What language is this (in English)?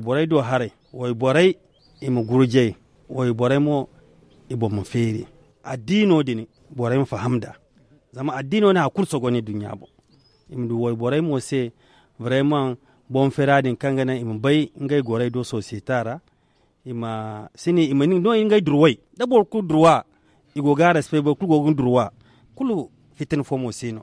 Zarma